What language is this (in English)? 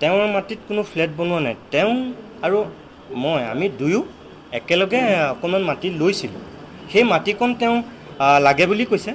Assamese